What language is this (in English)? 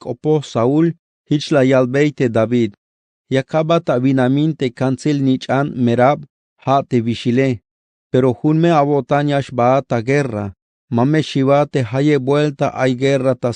Tzeltal